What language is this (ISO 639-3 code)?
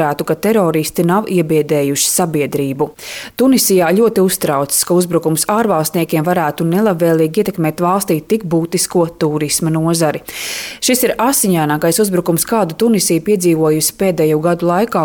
lav